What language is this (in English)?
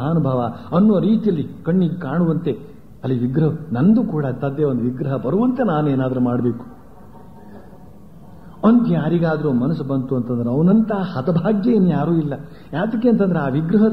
Kannada